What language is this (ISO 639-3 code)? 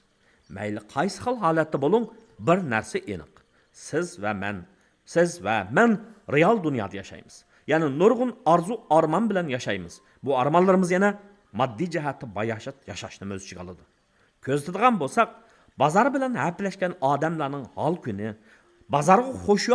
uig